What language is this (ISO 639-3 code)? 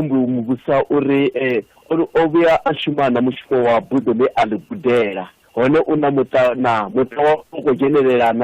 ven